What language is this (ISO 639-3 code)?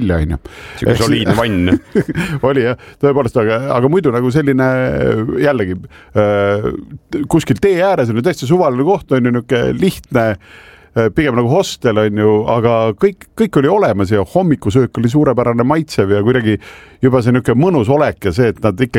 est